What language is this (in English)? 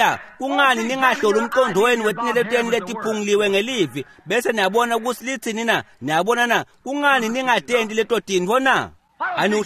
Swati